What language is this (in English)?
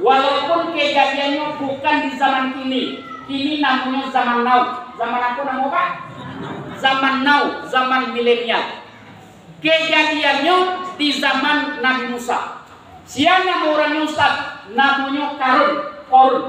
Minangkabau